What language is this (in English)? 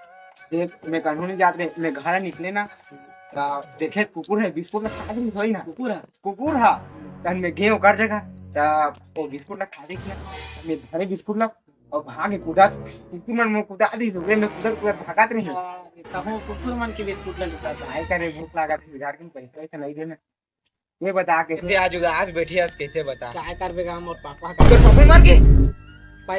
Chhattisgarhi